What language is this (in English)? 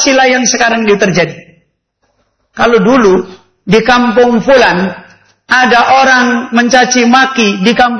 Indonesian